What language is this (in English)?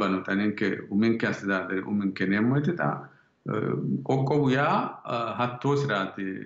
Sidamo